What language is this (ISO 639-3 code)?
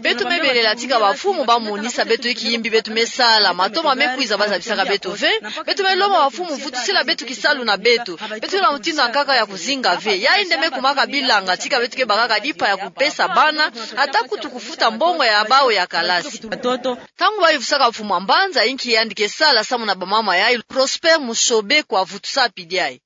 ktu